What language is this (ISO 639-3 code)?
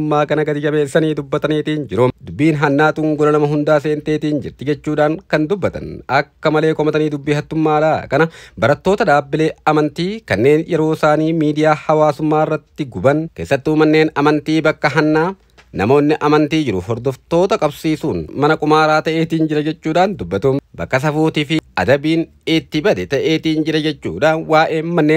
orm